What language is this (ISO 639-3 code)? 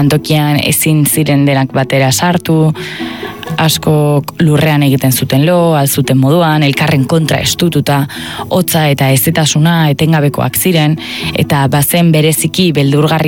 eus